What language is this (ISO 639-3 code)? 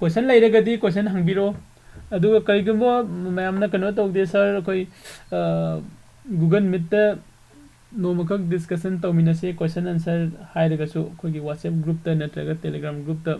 mni